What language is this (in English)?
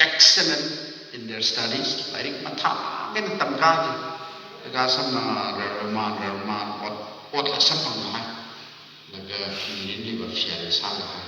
Tangkhul Naga (India)